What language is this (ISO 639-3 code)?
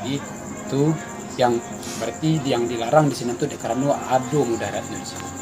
min